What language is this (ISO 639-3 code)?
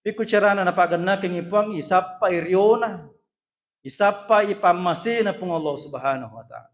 bug